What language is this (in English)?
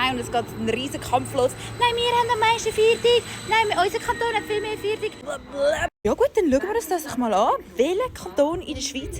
Swiss German